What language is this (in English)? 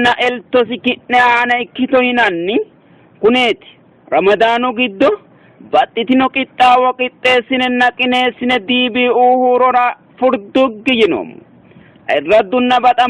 Sidamo